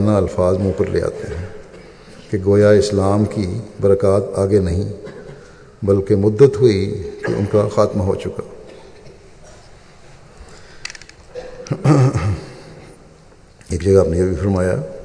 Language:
Urdu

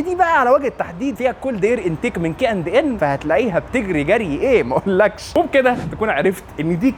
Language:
Egyptian Arabic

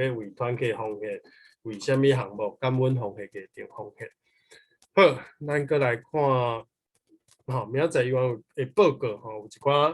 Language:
Min Nan Chinese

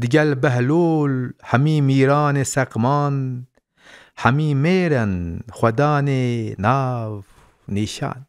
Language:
Kurdish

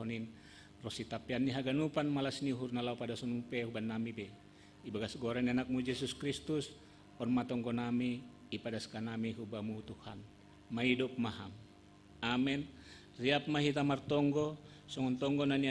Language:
Batak Simalungun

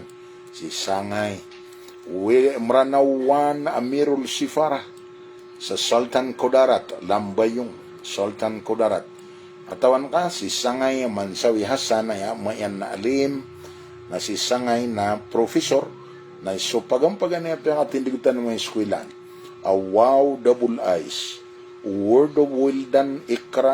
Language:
Maranao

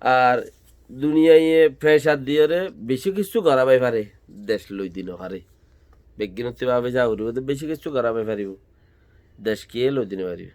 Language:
Rohingya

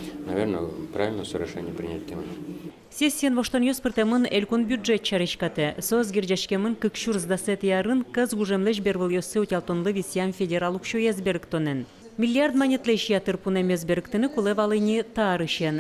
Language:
Udmurt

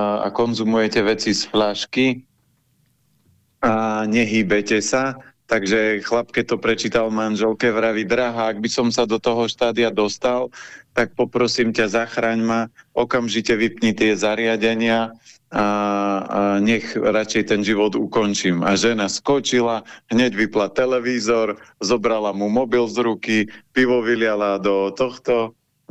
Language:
Slovak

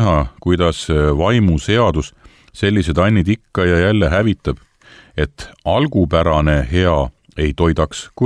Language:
Estonian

